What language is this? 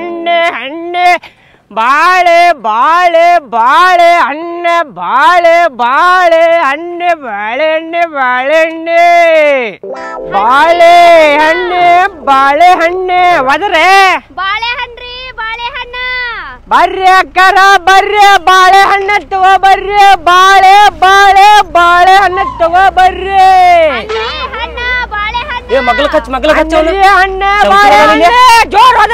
Kannada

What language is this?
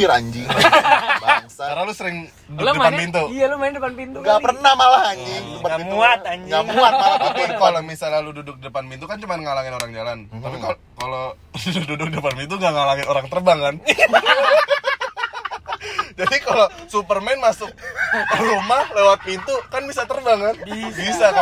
Indonesian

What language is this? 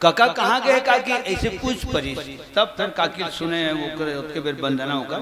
Chhattisgarhi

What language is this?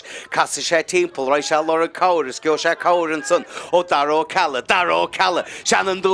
Irish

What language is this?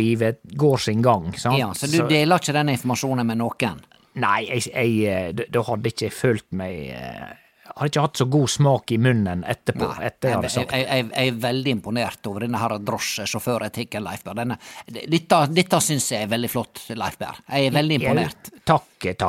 Norwegian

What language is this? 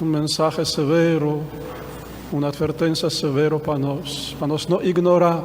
Papiamento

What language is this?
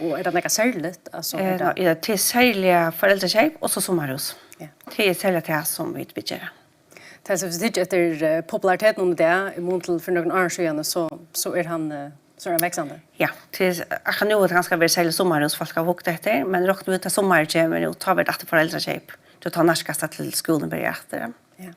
Faroese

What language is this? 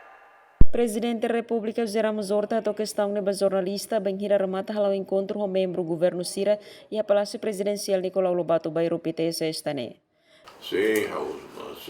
Tetum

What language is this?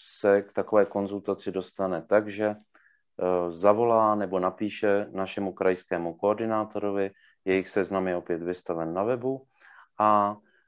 Czech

